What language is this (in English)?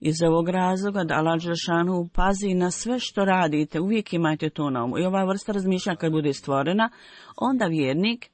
Bosnian